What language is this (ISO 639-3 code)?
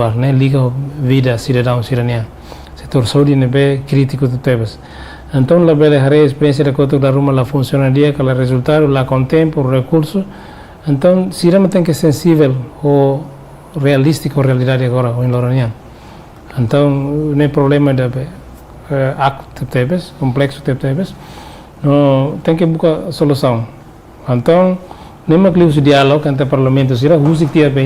tet